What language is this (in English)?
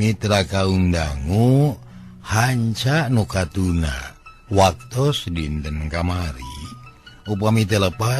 Sundanese